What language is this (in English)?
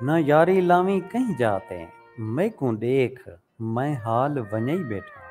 Saraiki